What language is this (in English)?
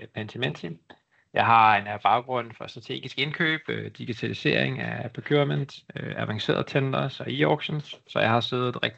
Danish